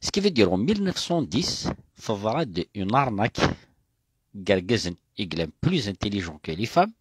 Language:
Kabyle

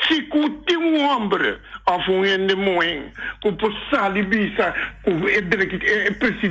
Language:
Papiamento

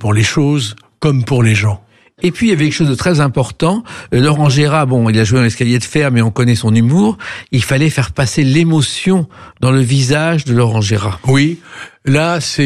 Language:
French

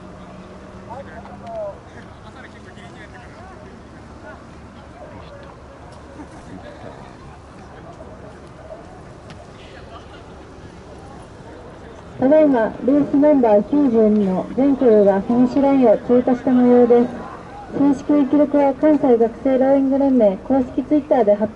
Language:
Japanese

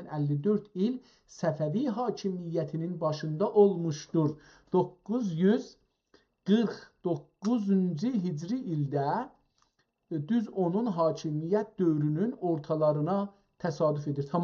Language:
South Azerbaijani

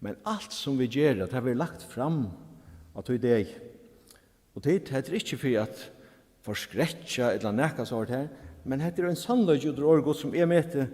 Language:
Faroese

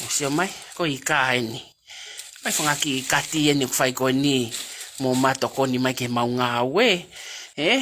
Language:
Tongan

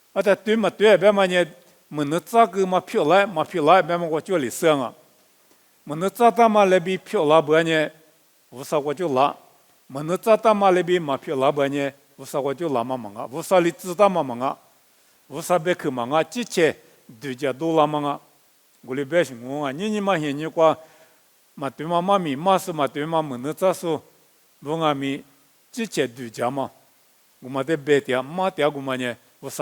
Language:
Lisu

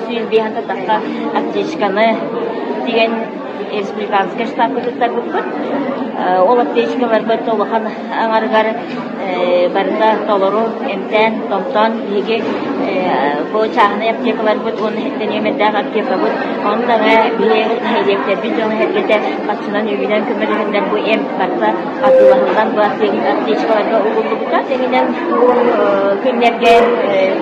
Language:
Yakut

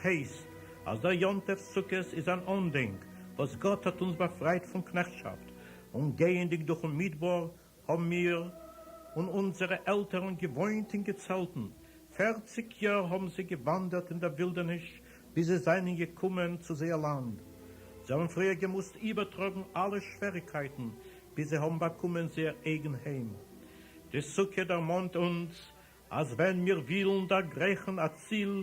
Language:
Yiddish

